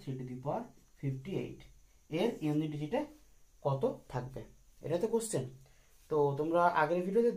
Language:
Bangla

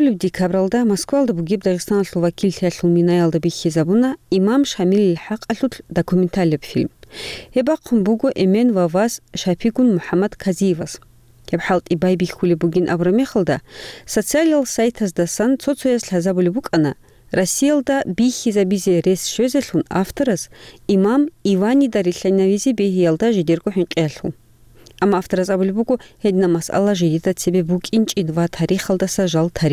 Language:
Avaric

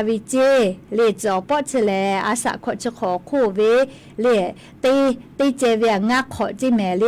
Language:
Lahu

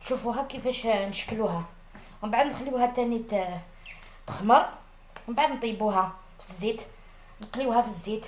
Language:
Algerian Arabic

